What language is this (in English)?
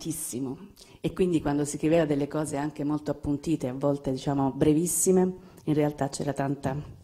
Italian